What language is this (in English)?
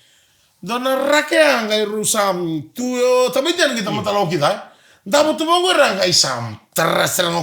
Fijian